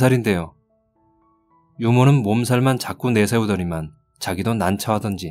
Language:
Korean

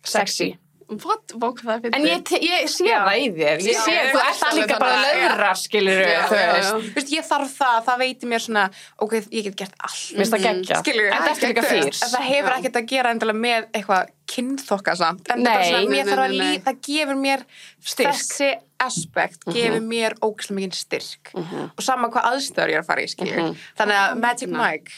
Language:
Icelandic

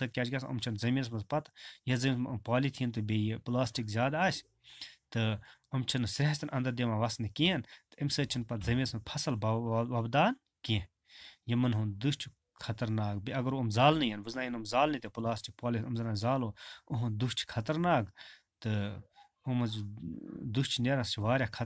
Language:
Kashmiri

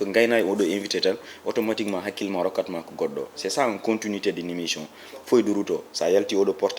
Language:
Fula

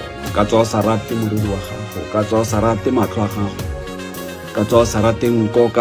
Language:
Tswana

